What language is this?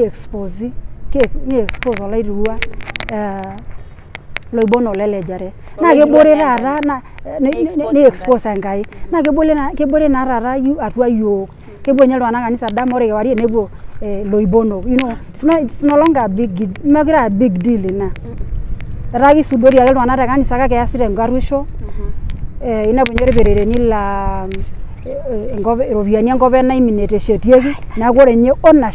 Masai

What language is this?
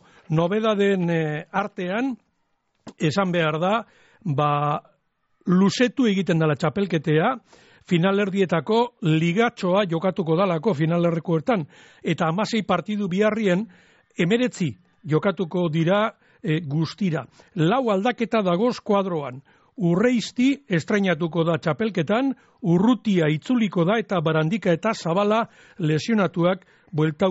Basque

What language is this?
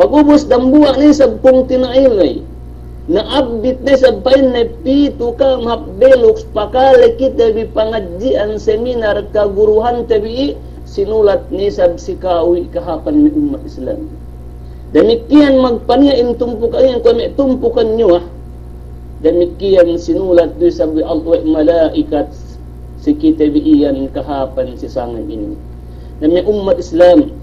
Yakan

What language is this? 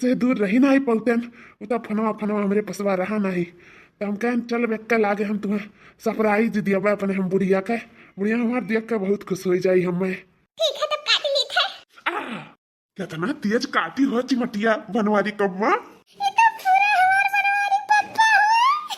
Awadhi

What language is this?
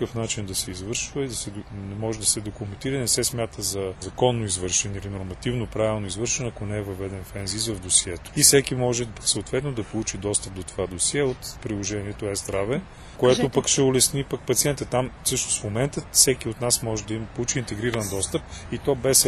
Bulgarian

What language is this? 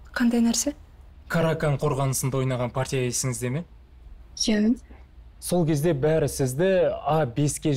Kazakh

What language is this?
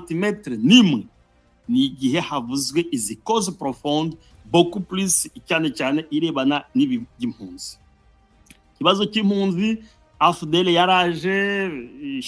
Kinyarwanda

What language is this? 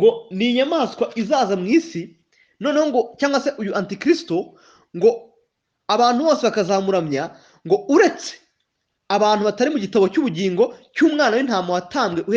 Kinyarwanda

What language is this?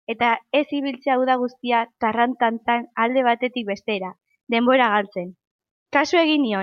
Basque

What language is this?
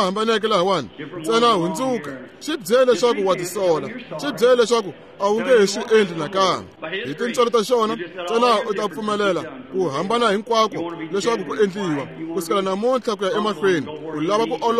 Tsonga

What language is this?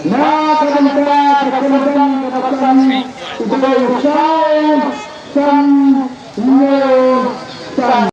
Khasi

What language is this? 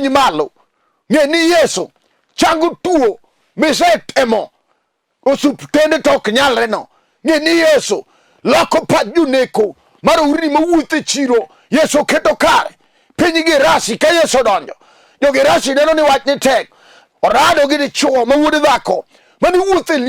Luo (Kenya and Tanzania)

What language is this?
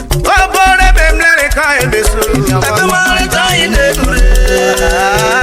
Urhobo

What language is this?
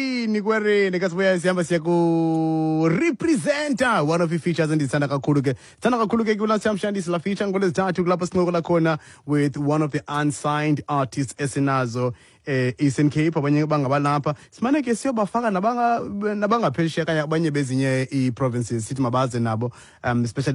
Xhosa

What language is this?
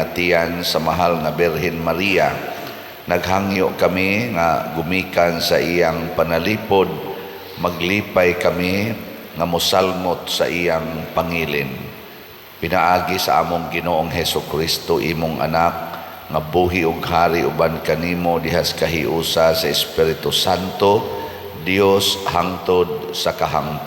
Cebuano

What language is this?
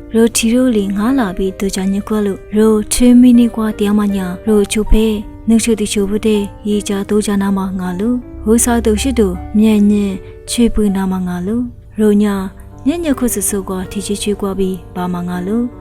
Lisu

